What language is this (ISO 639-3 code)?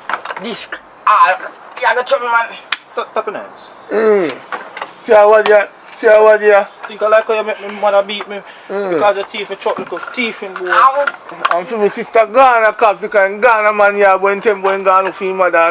jam